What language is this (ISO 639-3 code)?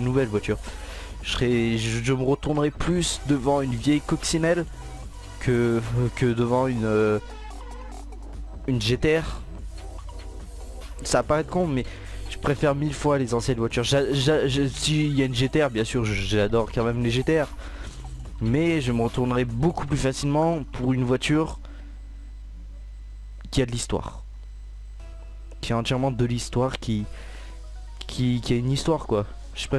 fra